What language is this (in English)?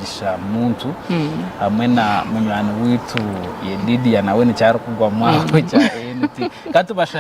Nyankole